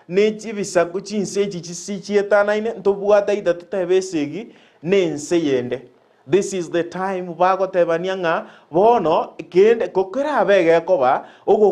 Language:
Gusii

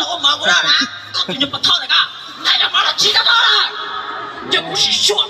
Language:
Hmong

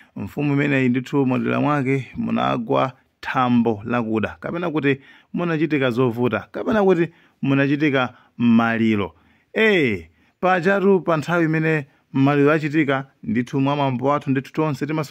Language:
Nyanja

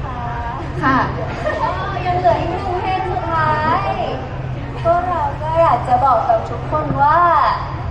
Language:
Thai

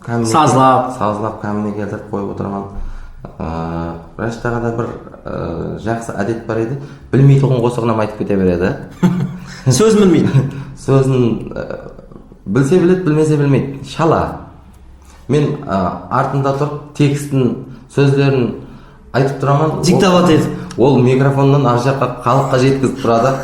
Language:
Kara-Kalpak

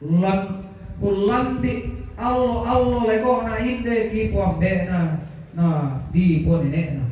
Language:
Toraja-Sa'dan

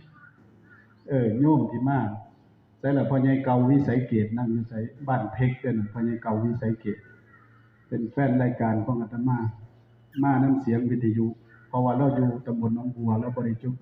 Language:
Northeastern Thai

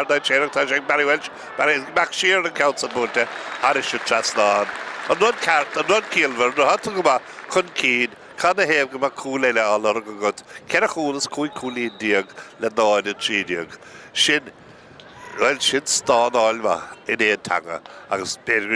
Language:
Irish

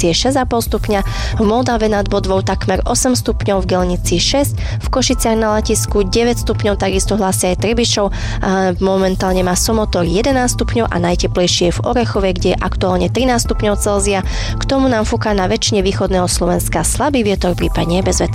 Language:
Slovak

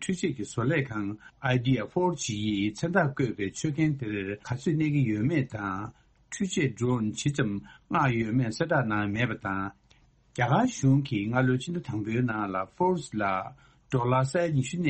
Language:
Tibetan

